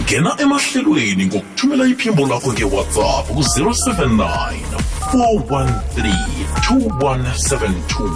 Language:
South Ndebele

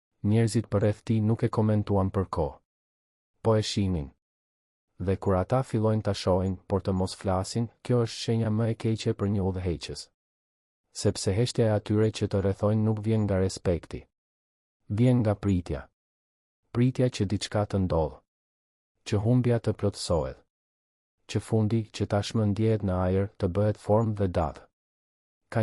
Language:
Albanian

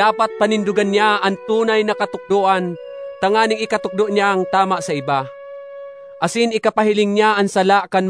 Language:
Bikol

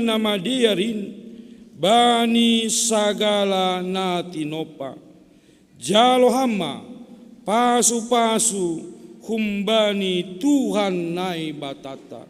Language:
Batak Simalungun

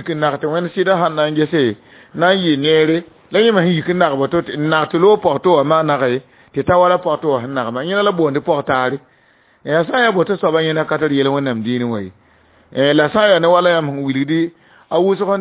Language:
Mossi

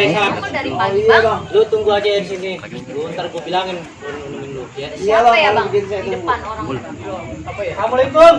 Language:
Betawi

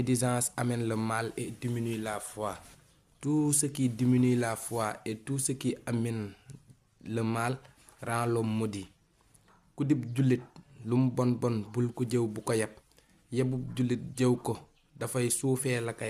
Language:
Wolof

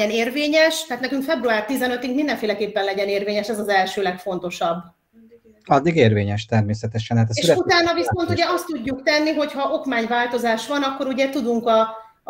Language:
Hungarian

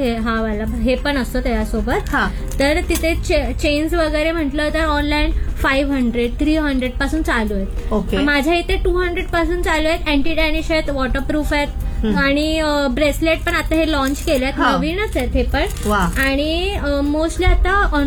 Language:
Marathi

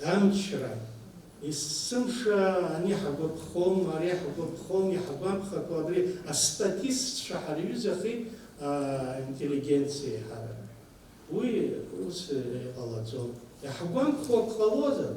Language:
Abkhazian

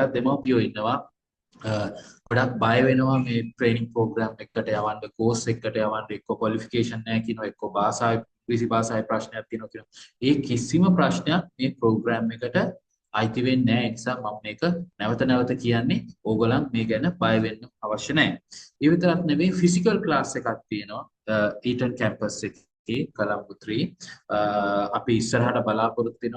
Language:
Sinhala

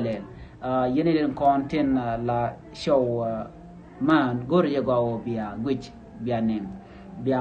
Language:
Nuer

